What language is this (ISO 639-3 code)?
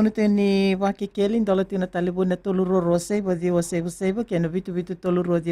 fij